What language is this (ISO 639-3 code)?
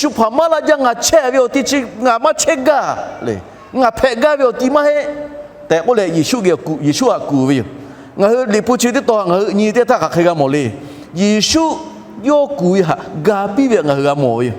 lhu